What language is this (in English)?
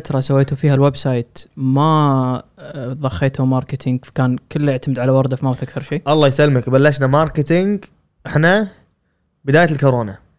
Gulf Arabic